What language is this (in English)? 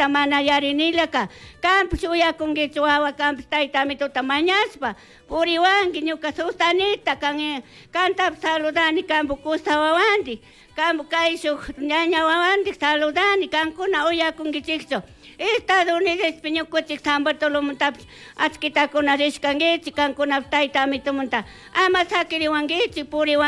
Chimborazo Highland Quichua